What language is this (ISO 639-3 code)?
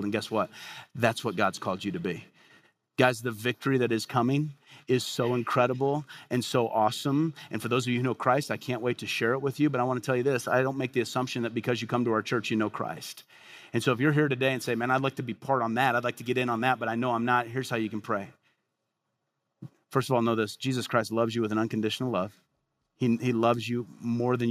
eng